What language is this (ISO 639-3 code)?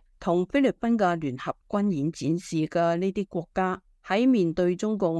yue